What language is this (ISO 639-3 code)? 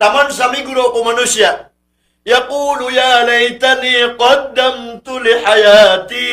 mrw